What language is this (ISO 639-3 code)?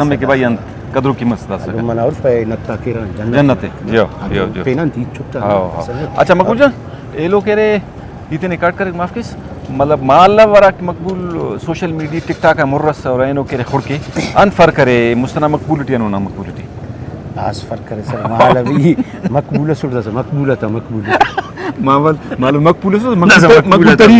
brh